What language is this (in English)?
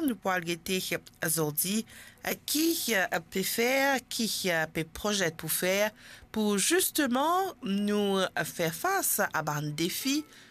Morisyen